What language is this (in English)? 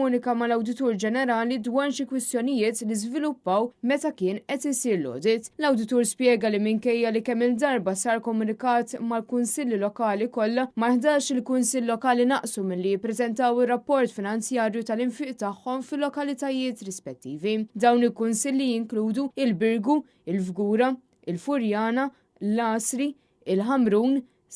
Maltese